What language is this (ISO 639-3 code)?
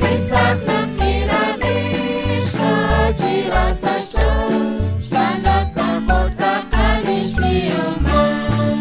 kek